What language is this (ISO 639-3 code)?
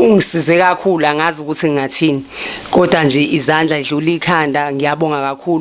zul